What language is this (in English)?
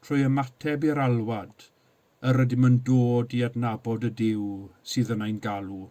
Welsh